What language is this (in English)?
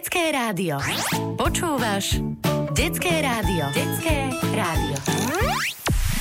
Slovak